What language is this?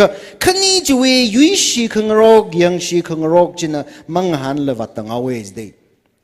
Tangkhul Naga (India)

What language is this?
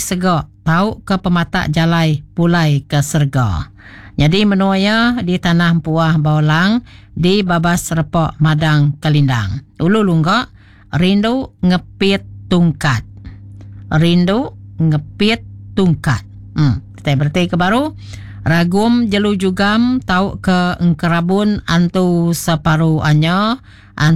Iban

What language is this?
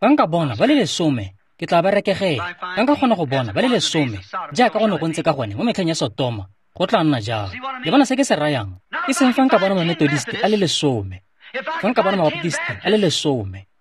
Tswana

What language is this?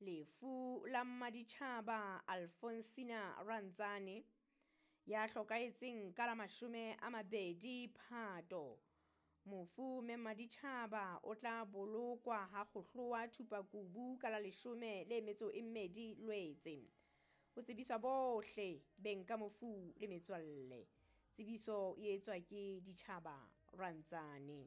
Southern Sotho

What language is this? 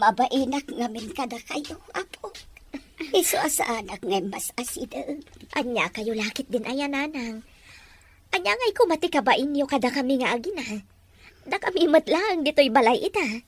Iloko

